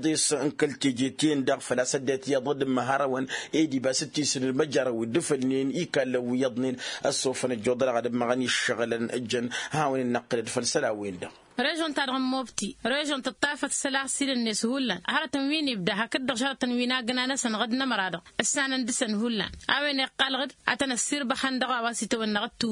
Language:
Tamasheq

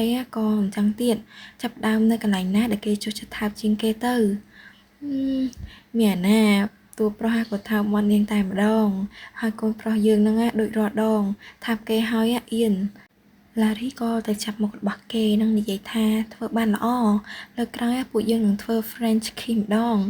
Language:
Khmer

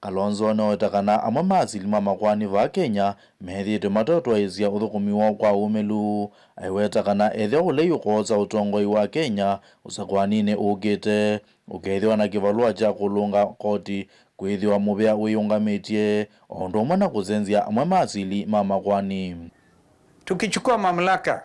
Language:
Kamba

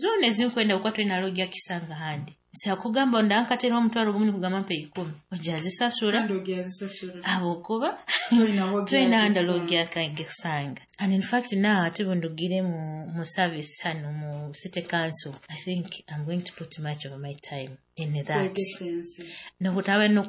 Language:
Nyoro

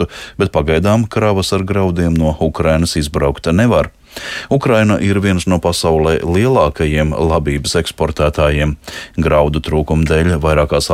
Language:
Latvian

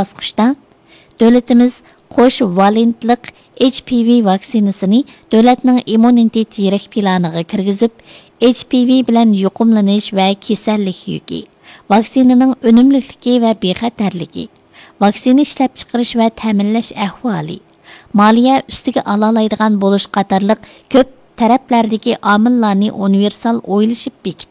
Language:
Uyghur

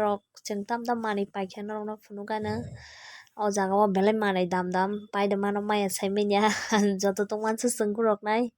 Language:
Kok Borok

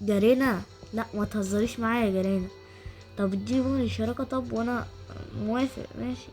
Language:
Egyptian Arabic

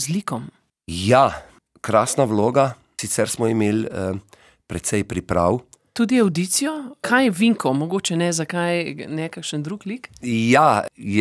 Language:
Slovenian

